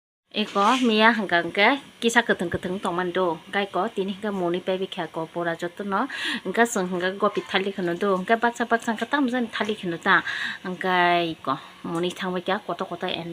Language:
Kok Borok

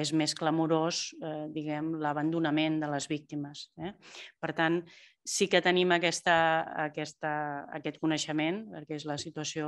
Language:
Catalan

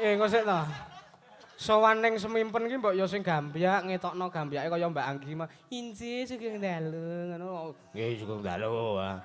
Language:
Javanese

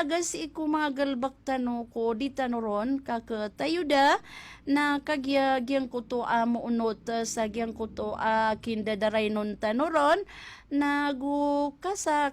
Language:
Maranao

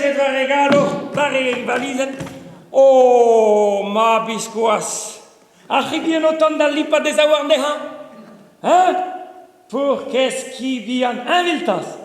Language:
Breton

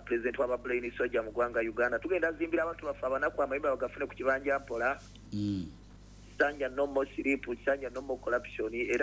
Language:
Ganda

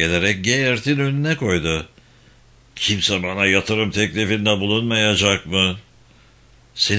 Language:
Turkish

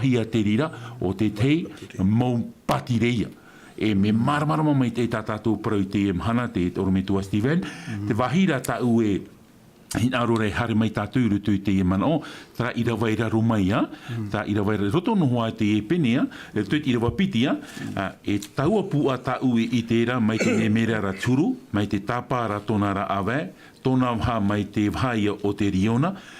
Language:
Tahitian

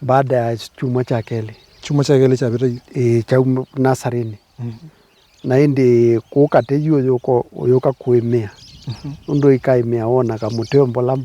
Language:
Kamba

